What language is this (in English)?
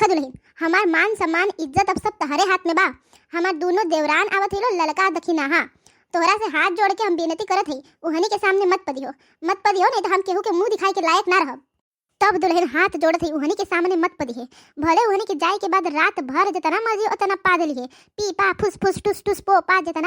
Bhojpuri